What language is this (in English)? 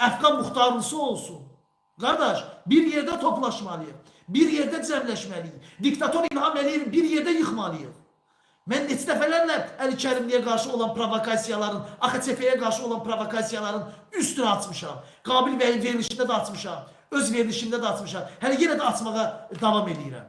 Azerbaijani